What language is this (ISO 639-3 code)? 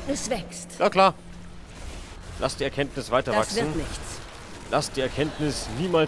deu